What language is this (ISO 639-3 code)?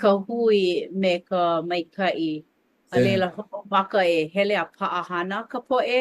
haw